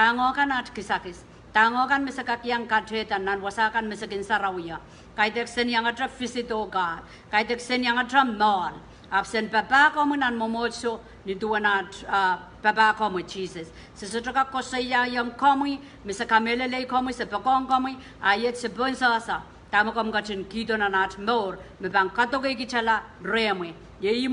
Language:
Pohnpeian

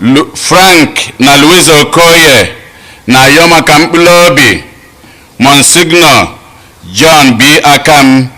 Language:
Igbo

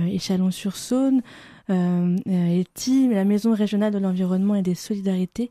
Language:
Breton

